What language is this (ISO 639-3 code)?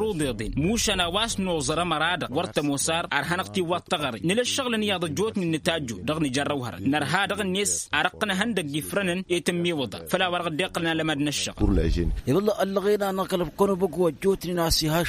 taq